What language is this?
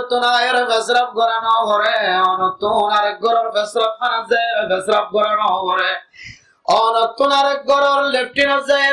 Rohingya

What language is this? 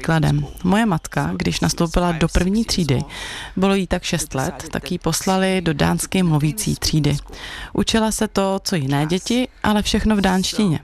Czech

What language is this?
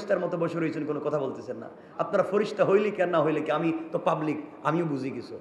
Bangla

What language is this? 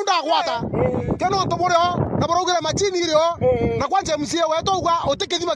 Meru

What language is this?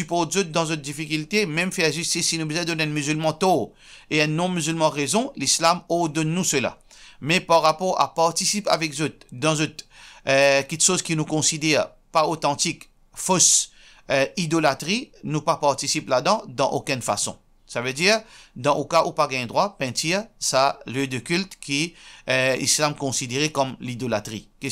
Morisyen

